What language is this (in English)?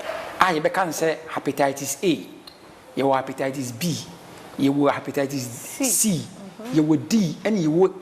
Akan